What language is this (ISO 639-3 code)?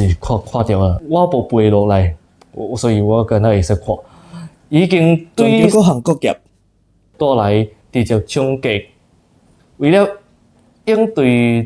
nan